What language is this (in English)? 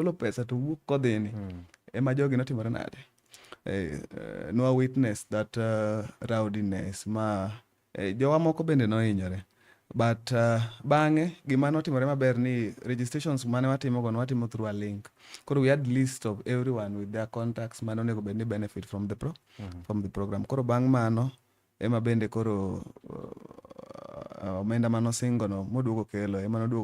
Luo (Kenya and Tanzania)